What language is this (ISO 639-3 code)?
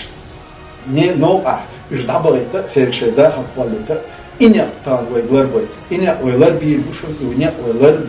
che